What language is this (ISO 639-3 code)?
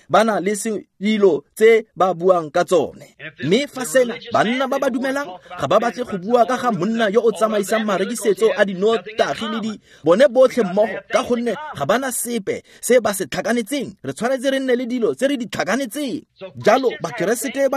tsn